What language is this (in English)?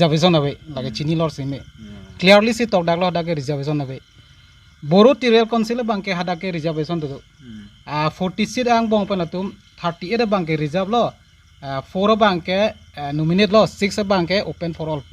Karbi